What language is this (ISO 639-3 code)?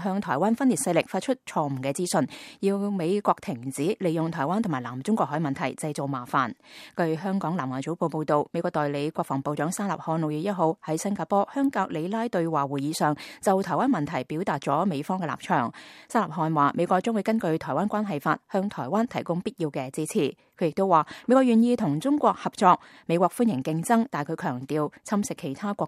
yue